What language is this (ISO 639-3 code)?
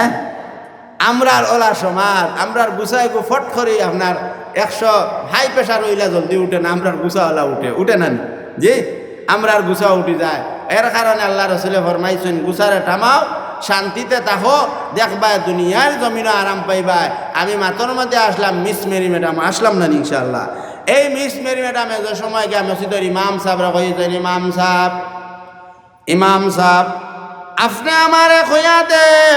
syl